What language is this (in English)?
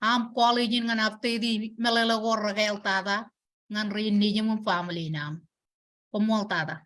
Marshallese